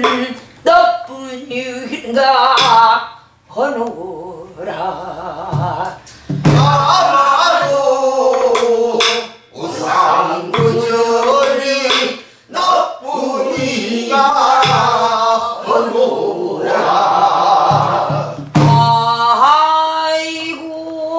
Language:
Korean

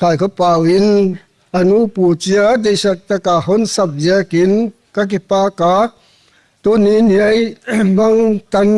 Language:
Paite Chin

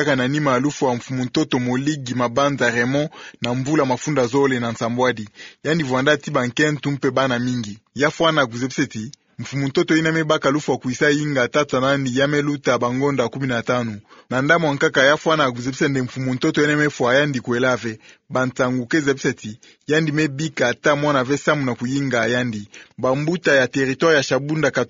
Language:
Kituba (Democratic Republic of Congo)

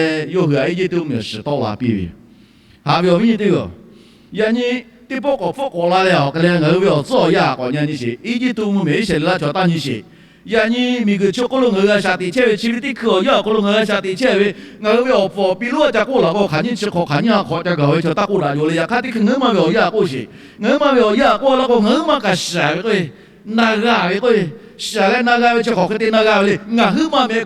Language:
Lahu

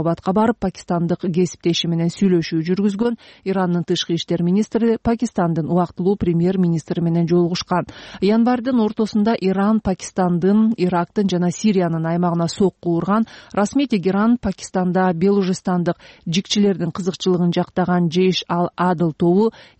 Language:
Kyrgyz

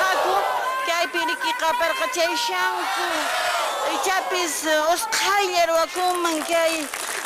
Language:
Quechua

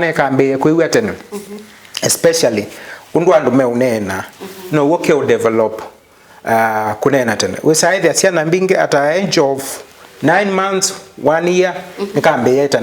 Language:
Kamba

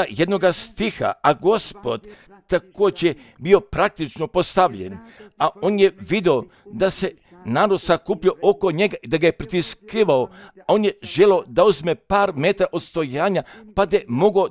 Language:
Croatian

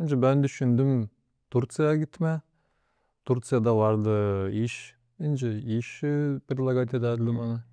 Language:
Gagauz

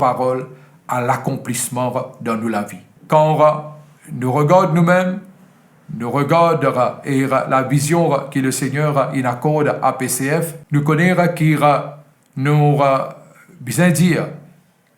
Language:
Morisyen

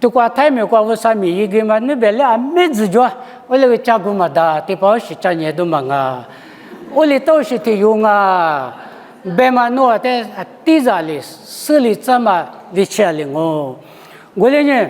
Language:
Lisu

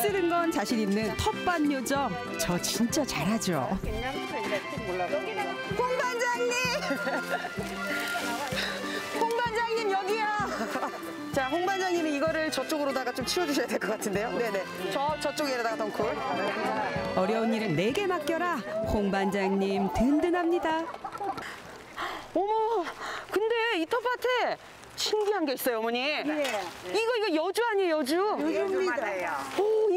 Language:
Korean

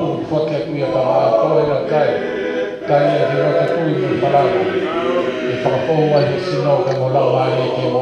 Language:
Tongan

